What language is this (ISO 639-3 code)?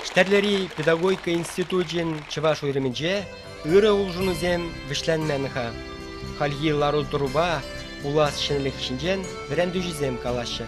chv